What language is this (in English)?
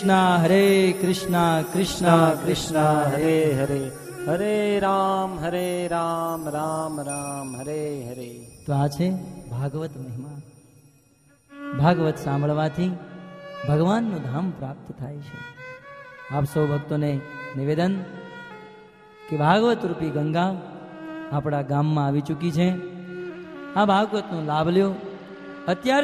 Gujarati